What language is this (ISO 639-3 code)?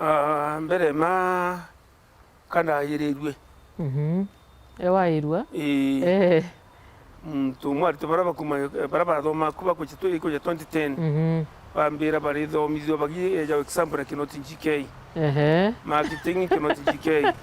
mer